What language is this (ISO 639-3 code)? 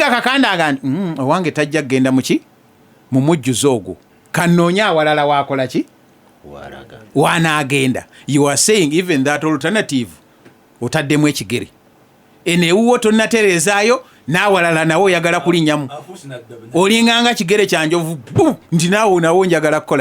lug